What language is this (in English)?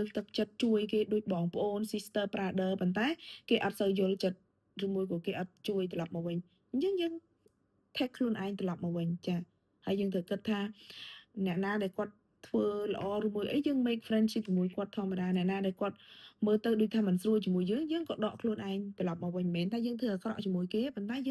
Khmer